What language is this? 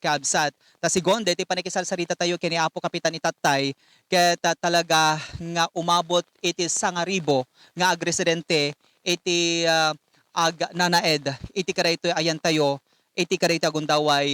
Iloko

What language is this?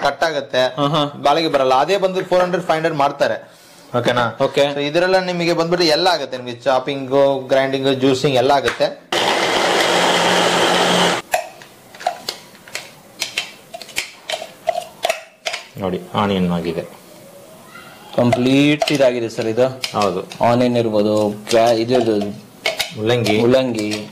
Kannada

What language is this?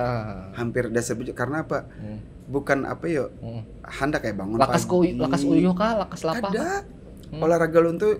Banjar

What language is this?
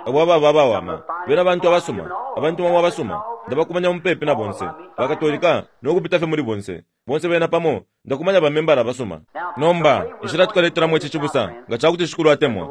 Bemba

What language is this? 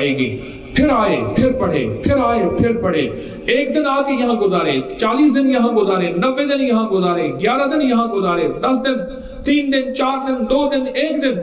Urdu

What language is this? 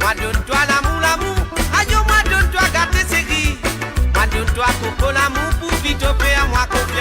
Morisyen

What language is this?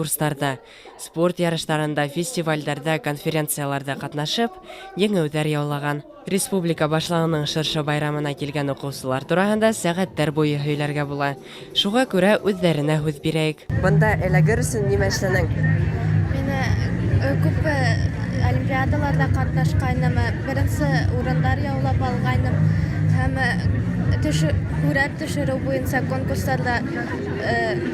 Bashkir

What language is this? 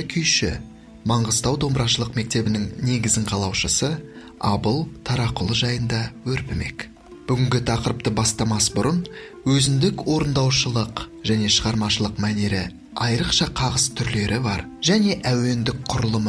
Kazakh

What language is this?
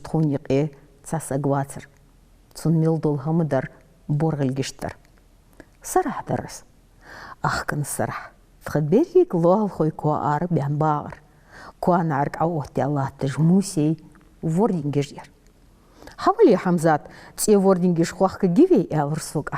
Ingush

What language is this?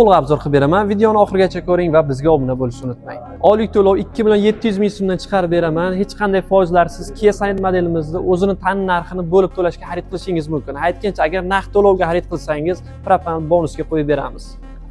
Uzbek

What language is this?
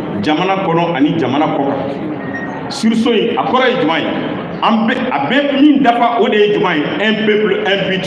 Bambara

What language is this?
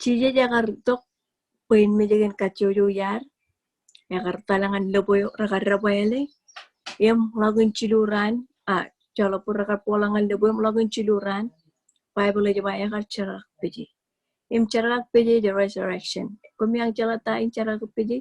Marshallese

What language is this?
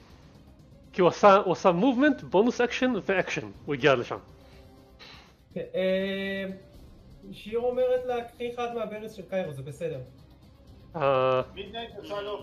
Hebrew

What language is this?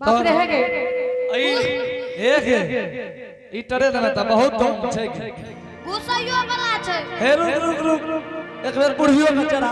Angika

